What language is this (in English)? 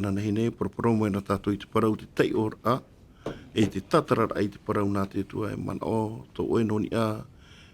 Tahitian